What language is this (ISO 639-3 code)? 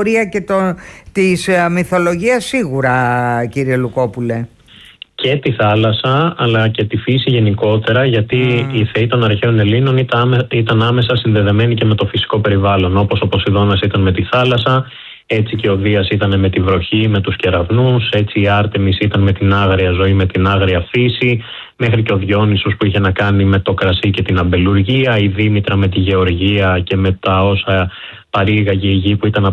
ell